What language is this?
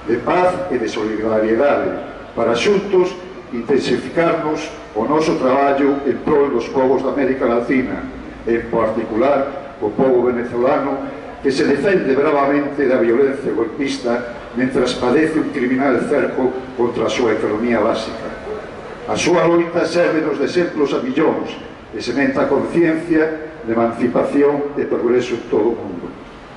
Galician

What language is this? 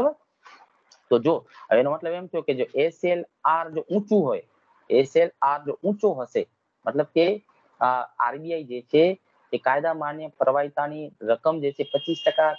Gujarati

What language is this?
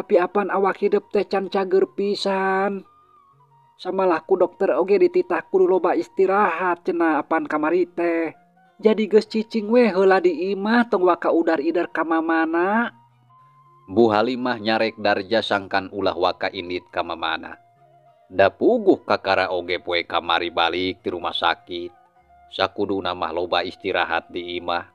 Sundanese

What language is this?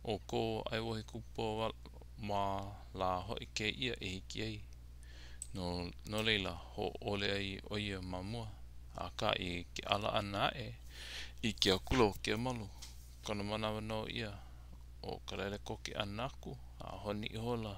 Hawaiian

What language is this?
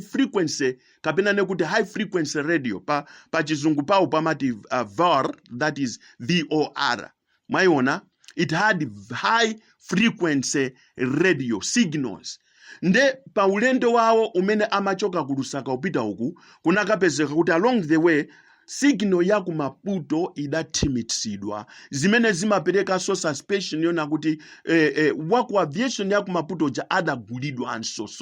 Nyanja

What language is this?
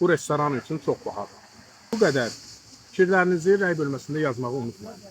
Azerbaijani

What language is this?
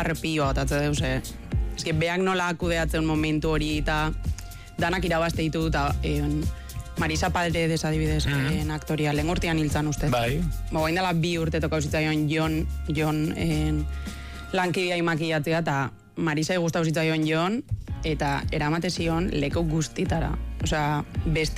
Basque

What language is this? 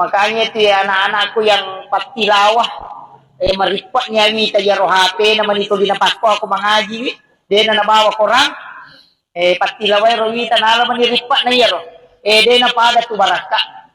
Buginese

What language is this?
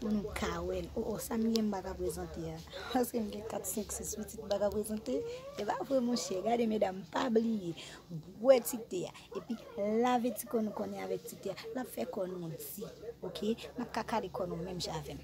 Haitian Creole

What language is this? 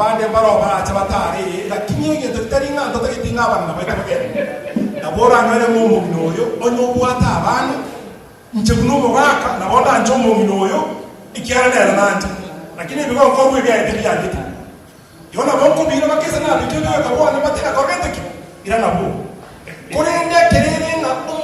Gusii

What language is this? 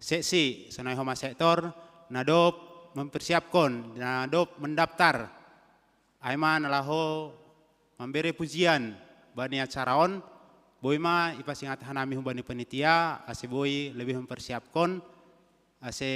Batak Simalungun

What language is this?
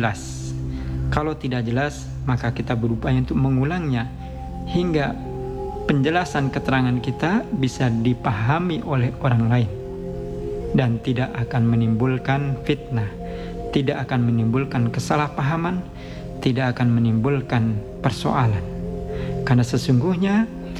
Indonesian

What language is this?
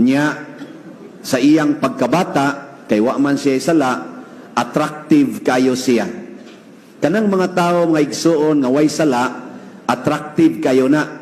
Cebuano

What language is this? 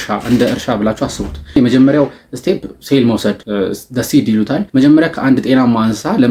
Amharic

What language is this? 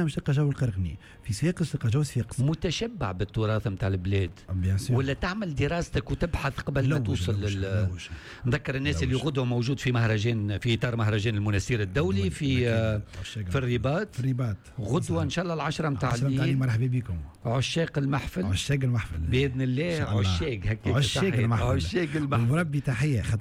Tunisian Arabic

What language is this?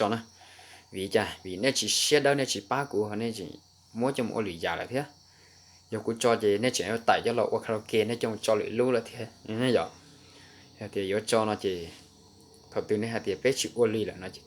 Hmong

